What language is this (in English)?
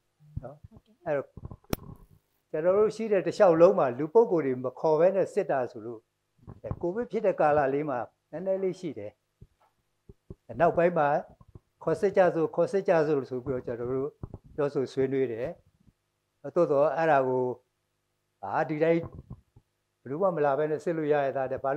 Burmese